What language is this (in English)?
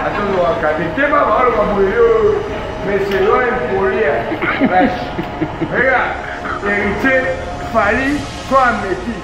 Lingala